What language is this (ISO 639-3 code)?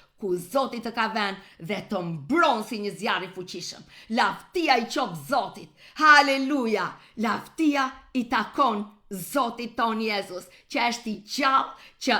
sqi